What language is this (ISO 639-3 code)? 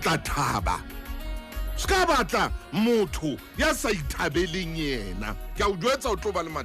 sot